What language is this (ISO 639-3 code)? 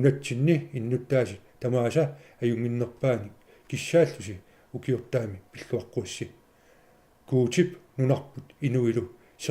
kal